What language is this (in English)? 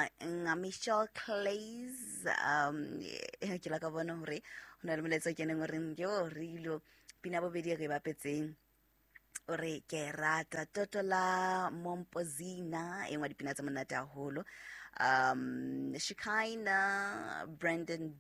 Southern Sotho